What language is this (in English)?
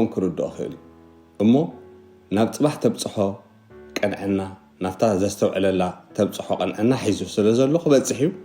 Tigrinya